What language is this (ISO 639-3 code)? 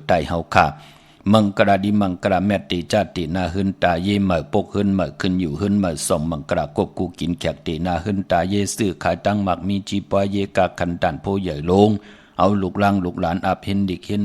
shn